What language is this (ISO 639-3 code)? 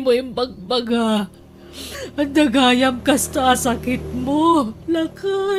ilo